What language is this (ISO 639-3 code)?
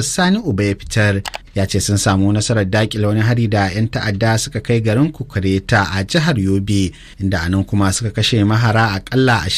hau